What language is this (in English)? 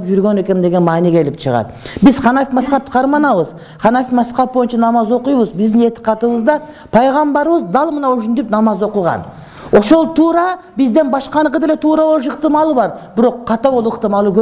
Kyrgyz